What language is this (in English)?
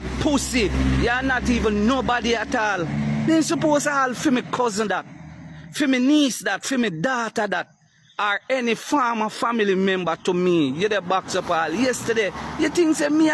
Jamaican Creole English